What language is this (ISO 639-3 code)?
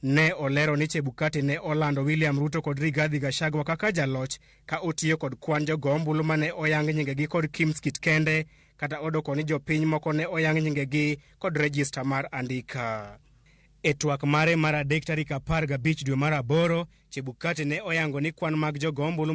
luo